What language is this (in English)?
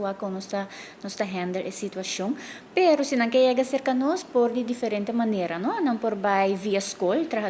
Papiamento